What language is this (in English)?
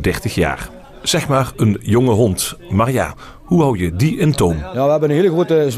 Limburgish